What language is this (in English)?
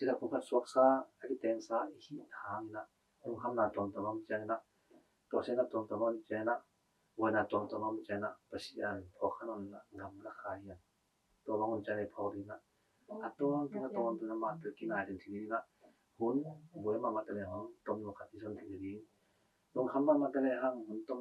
Tedim Chin